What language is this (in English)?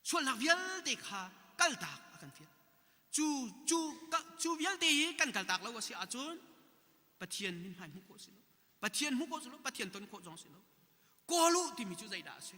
Hakha Chin